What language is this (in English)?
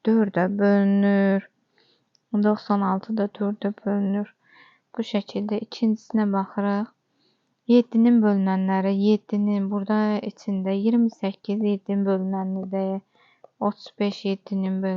Azerbaijani